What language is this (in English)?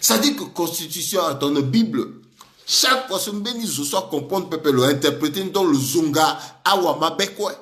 Sango